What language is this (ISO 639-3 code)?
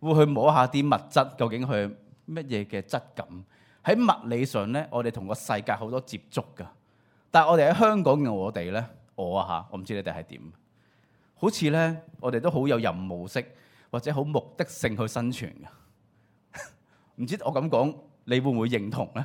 yue